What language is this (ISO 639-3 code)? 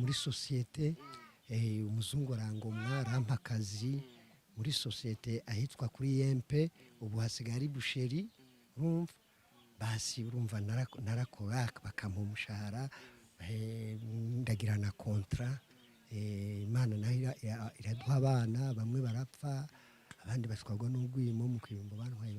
run